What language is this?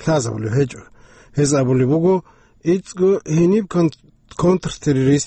Avaric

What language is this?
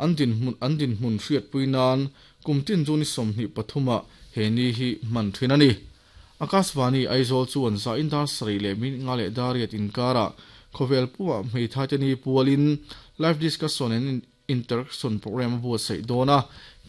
Mizo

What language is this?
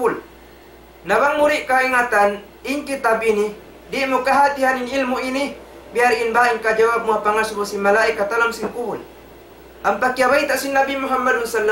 Tausug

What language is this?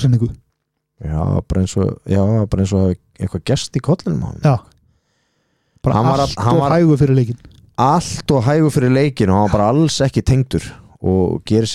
Icelandic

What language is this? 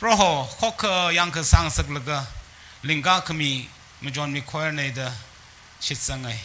Tangkhul Naga (India)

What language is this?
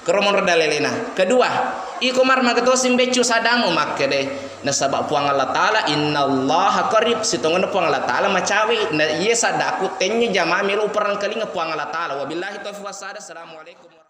Buginese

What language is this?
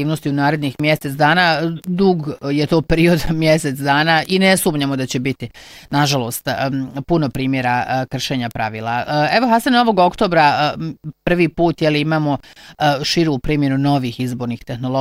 Bosnian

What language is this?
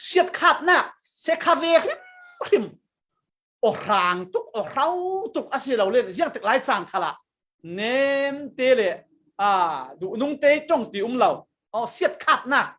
Falam Chin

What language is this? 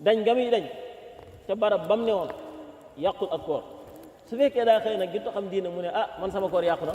Wolof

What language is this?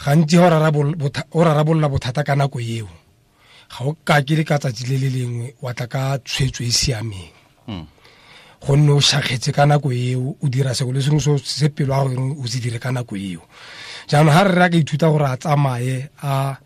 Tswana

